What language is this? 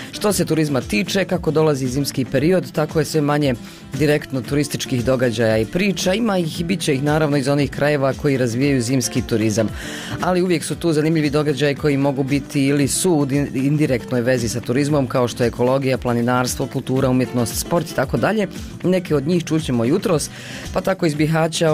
Bosnian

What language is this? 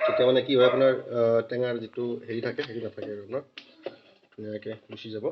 Assamese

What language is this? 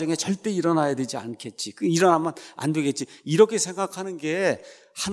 Korean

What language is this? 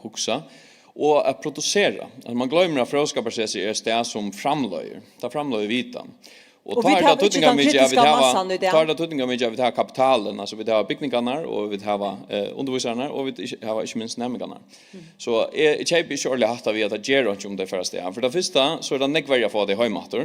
Faroese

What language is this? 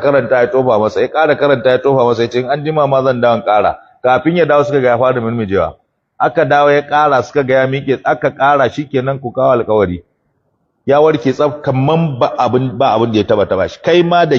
Hausa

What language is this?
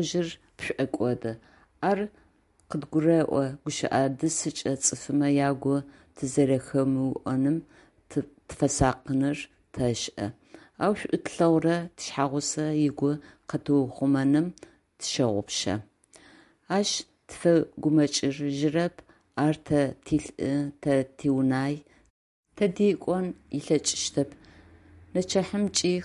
Adyghe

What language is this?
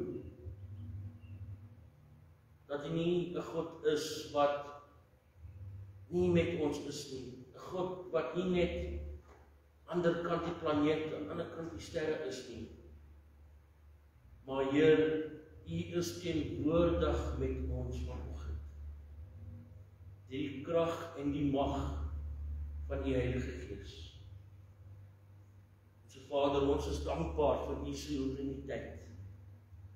Afrikaans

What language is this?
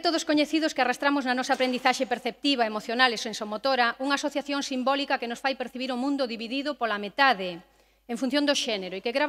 Galician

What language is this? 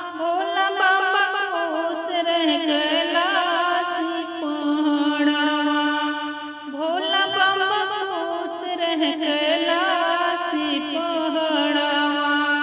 Bhojpuri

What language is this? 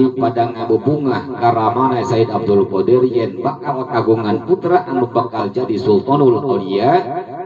Sundanese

